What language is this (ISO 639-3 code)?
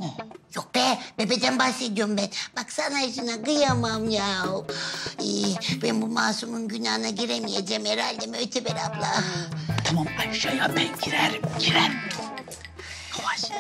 tur